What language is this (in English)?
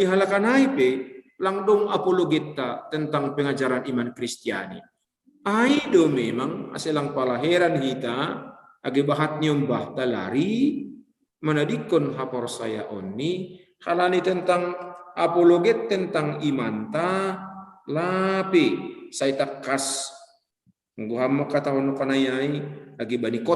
Batak Simalungun